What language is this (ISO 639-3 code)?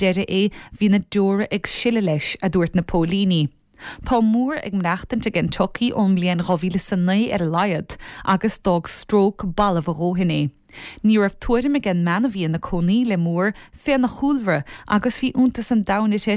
gle